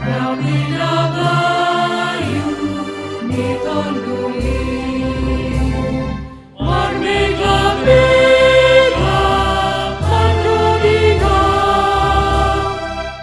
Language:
Batak Simalungun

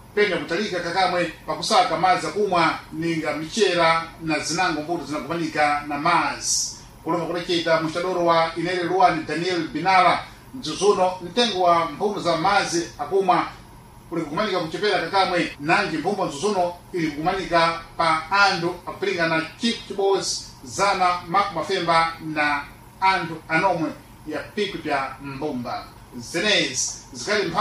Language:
Sena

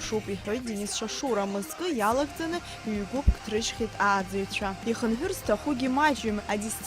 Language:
Abkhazian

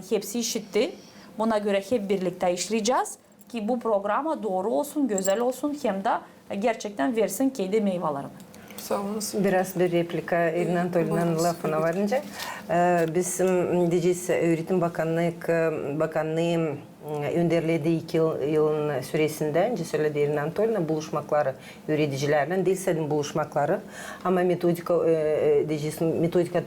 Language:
Gagauz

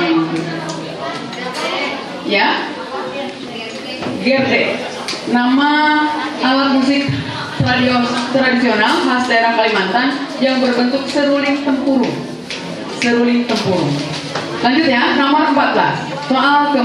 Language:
Indonesian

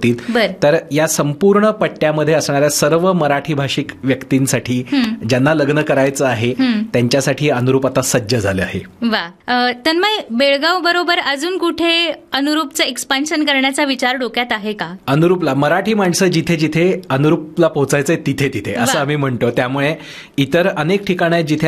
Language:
Marathi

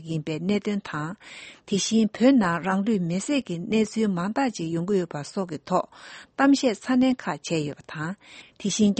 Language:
Latvian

